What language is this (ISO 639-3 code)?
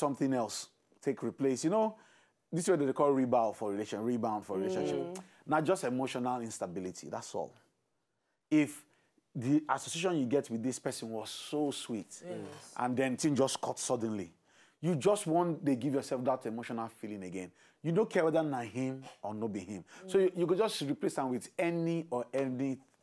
pcm